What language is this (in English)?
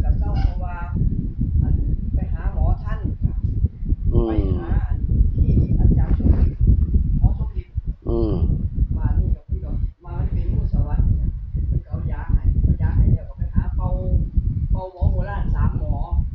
Northeastern Thai